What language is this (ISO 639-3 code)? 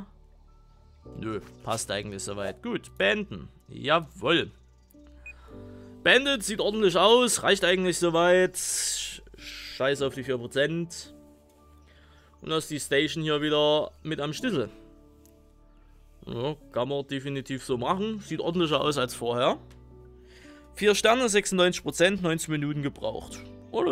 deu